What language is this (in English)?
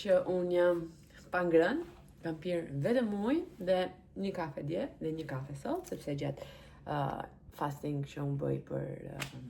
Albanian